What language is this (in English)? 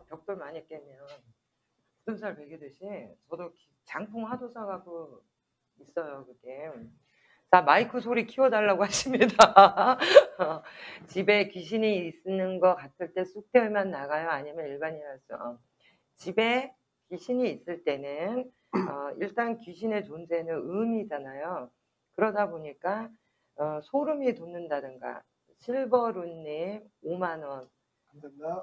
Korean